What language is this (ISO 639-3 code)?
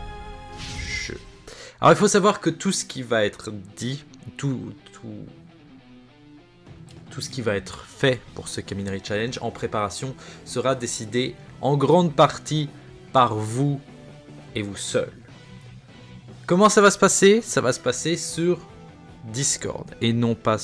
fra